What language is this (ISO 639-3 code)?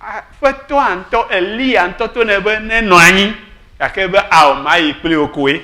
ewe